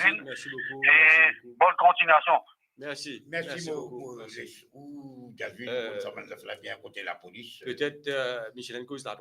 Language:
Morisyen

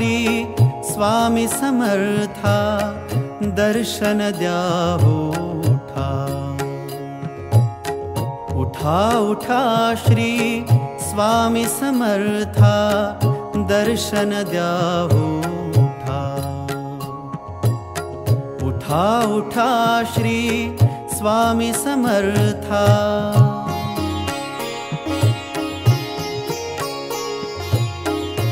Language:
Marathi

